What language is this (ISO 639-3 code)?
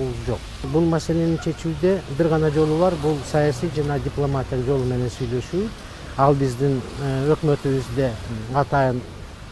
kir